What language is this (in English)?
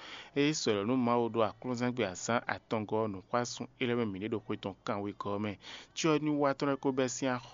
Fon